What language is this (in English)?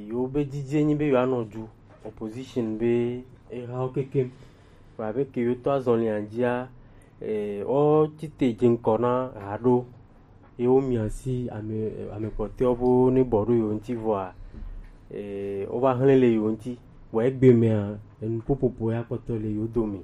Gen